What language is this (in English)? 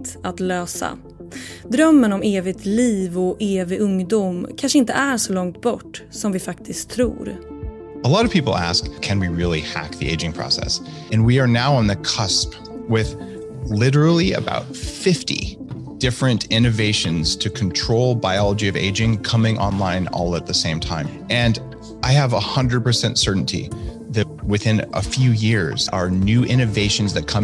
Swedish